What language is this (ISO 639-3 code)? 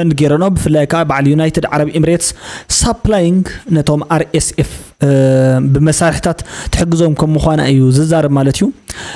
tir